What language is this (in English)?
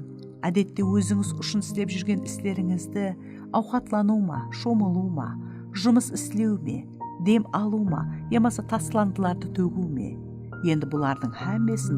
Kara-Kalpak